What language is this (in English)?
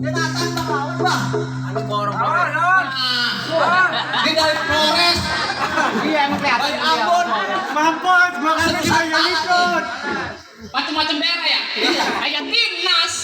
Betawi